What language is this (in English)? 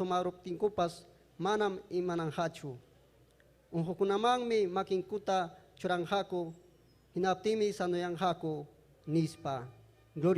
Ayacucho Quechua